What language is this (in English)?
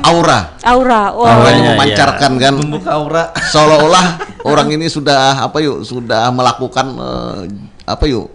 Banjar